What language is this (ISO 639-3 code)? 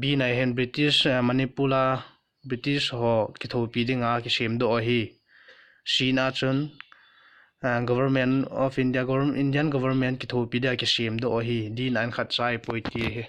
tcz